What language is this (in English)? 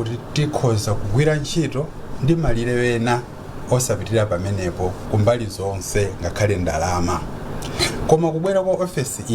Nyanja